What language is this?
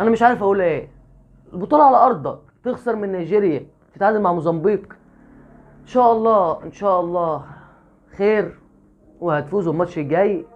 Egyptian Arabic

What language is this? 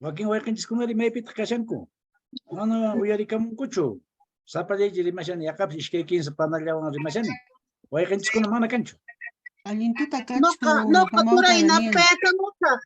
Quechua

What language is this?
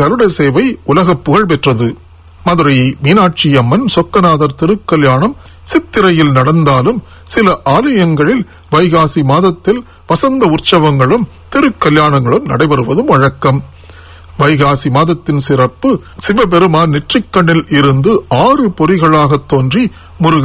Tamil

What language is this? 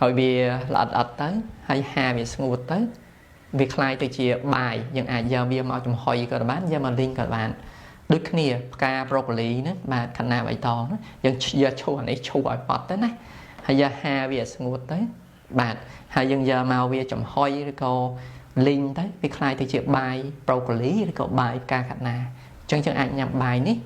Khmer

